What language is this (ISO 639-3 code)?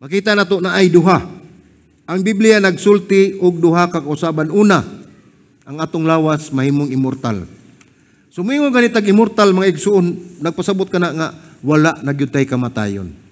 ceb